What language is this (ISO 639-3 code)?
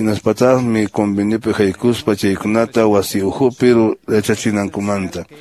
que